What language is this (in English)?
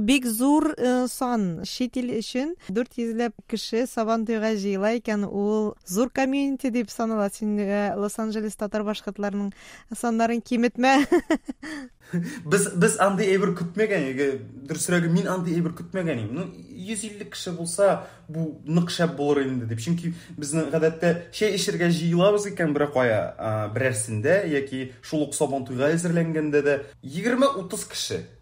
Tatar